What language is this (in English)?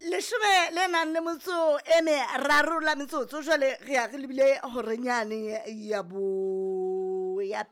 Southern Sotho